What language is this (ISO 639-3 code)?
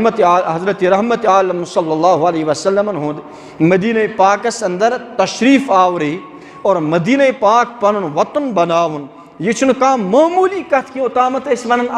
kas